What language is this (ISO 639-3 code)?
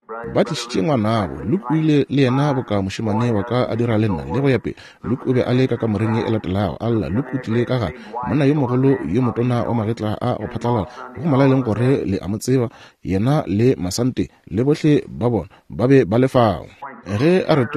nso